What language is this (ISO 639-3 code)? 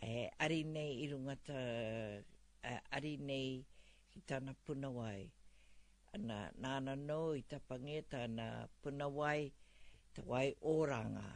mri